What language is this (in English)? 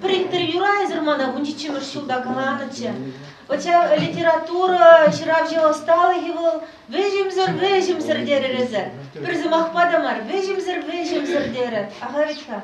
Chuvash